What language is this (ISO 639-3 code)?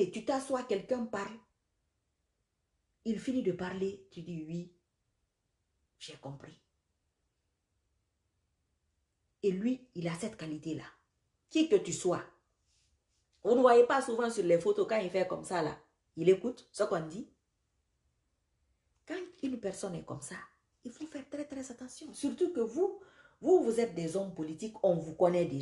fra